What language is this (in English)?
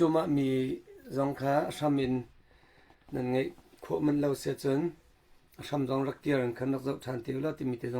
Hakha Chin